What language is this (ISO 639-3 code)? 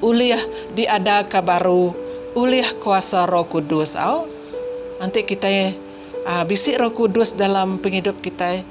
iba